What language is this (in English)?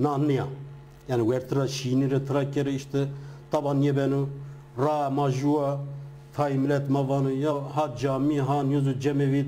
Zaza